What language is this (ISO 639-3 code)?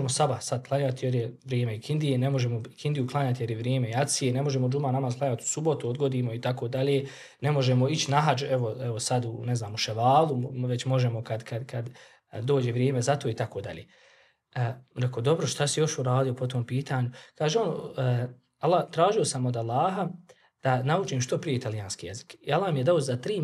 bos